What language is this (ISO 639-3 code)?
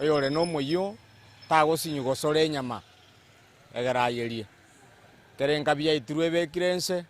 guz